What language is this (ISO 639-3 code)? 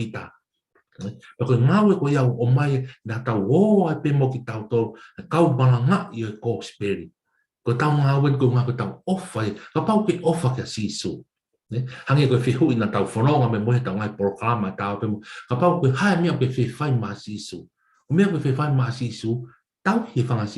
ton